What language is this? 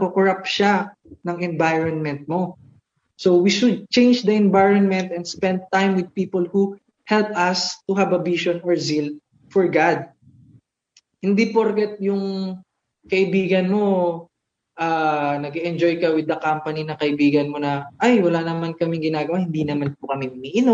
Filipino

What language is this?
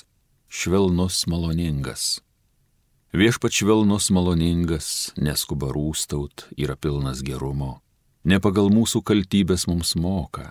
Lithuanian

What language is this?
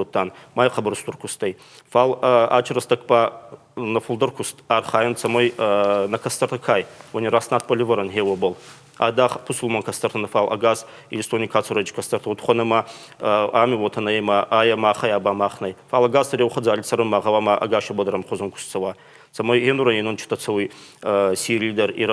Ossetic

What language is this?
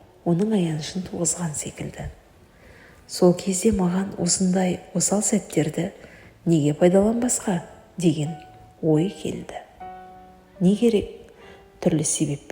Kazakh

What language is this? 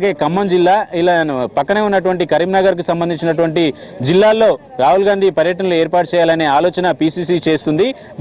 Telugu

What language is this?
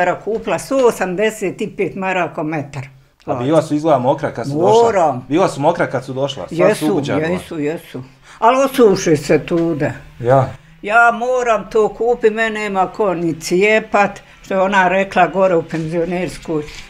Bosnian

